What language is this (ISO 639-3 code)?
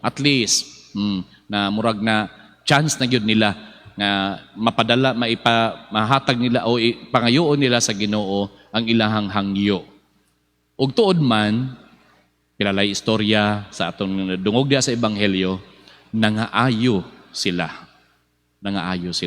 ceb